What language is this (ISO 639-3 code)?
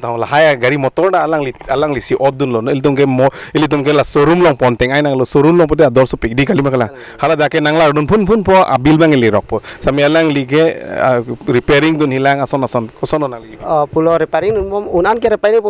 mjw